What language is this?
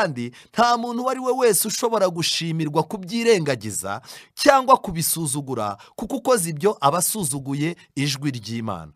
Kinyarwanda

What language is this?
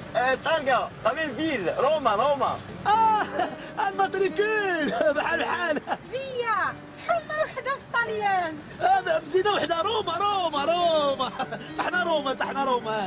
Moroccan Arabic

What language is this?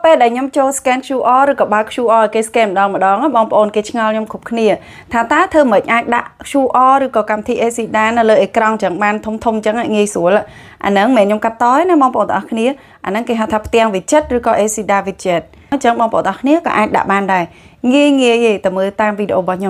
Khmer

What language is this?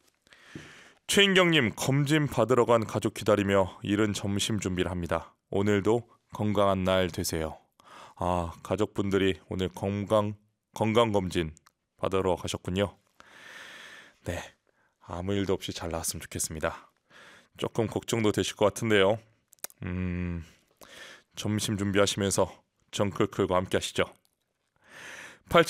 Korean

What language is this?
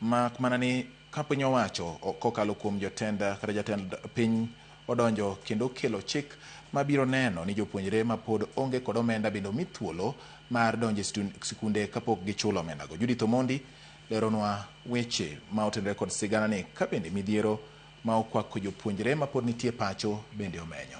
Luo (Kenya and Tanzania)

